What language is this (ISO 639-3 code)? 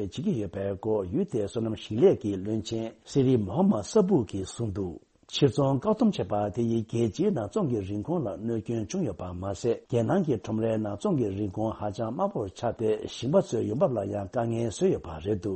bod